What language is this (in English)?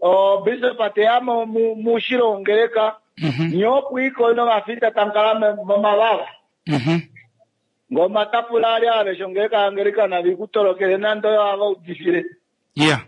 Kuanyama